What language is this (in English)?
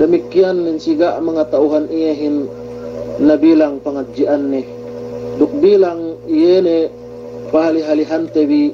Yakan